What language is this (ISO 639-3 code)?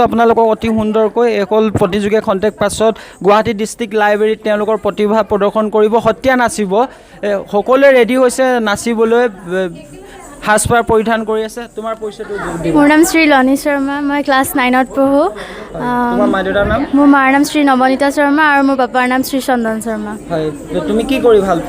asm